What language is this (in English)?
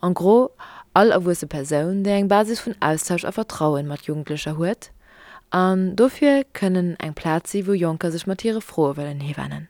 Luxembourgish